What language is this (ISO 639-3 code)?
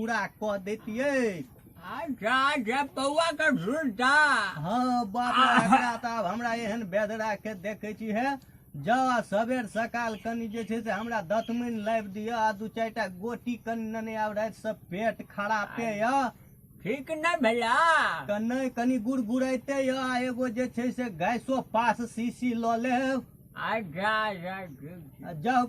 mai